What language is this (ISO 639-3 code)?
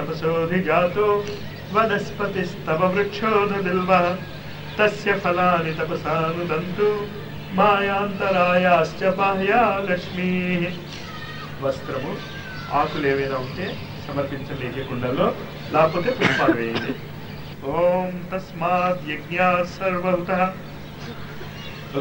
tel